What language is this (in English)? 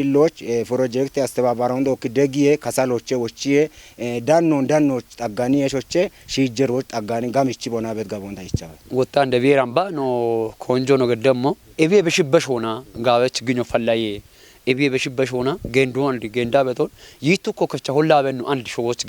Kafa